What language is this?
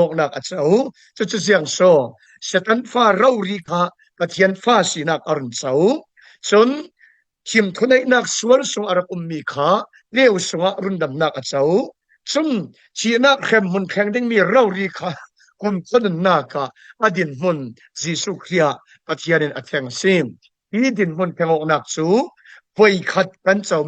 Falam Chin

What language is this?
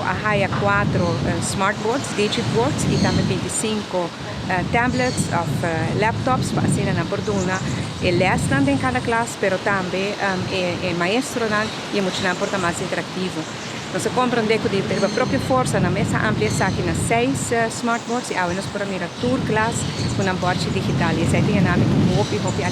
Papiamento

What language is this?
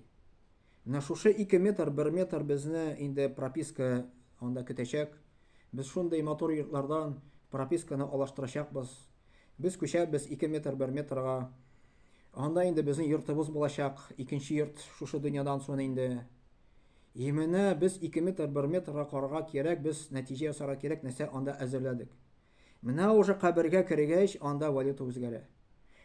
Tatar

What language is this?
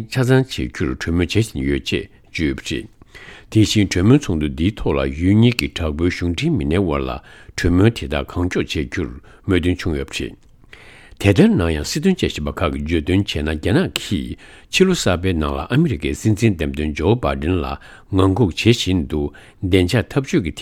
Tibetan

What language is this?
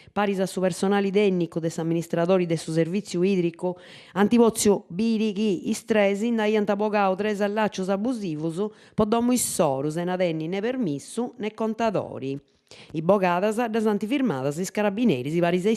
Sardinian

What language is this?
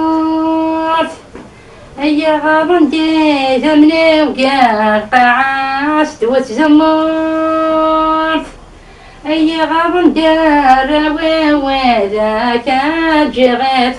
Kabyle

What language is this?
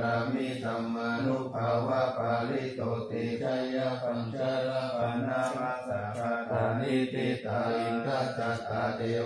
Pali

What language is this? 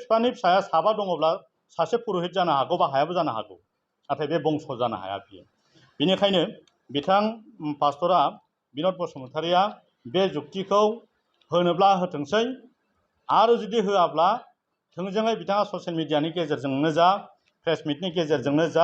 Bodo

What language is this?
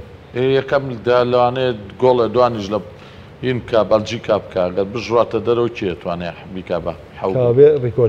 Central Kurdish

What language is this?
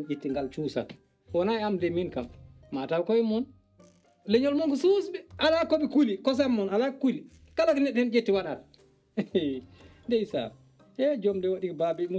Fula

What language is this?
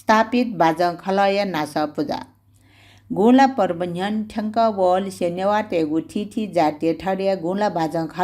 Newari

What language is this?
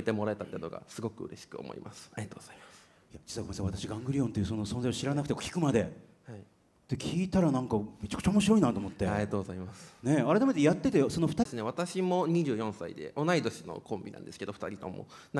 Japanese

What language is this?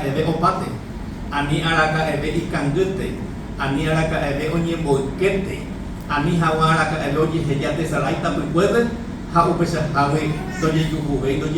Guarani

